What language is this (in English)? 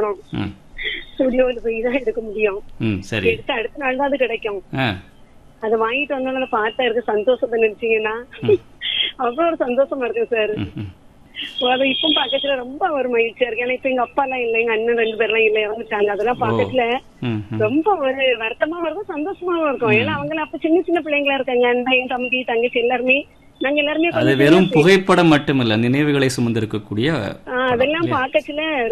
Tamil